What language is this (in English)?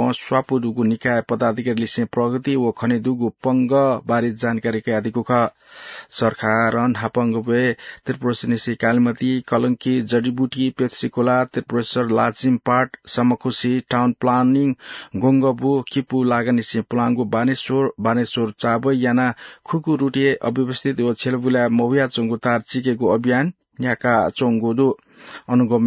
Newari